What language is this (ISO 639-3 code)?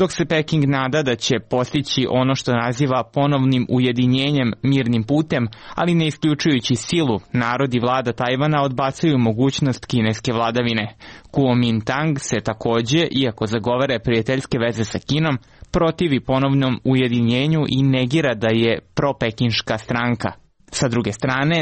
srp